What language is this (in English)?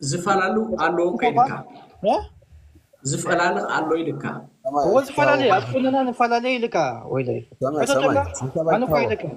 Tigrinya